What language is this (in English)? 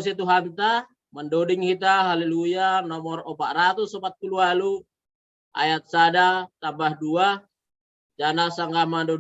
Batak Simalungun